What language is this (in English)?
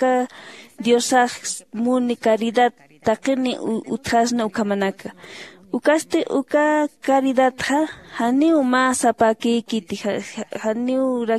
Aymara